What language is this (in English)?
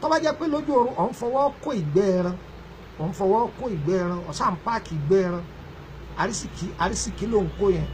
Yoruba